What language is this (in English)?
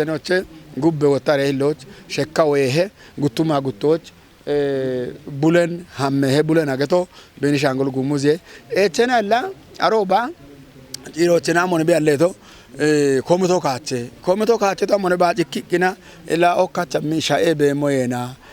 Kafa